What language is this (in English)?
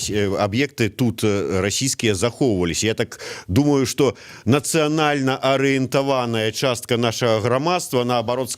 Belarusian